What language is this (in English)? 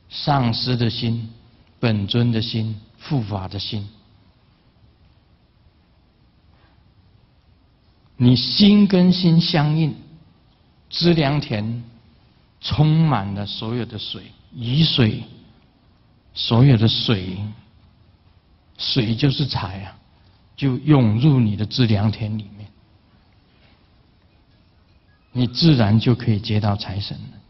Chinese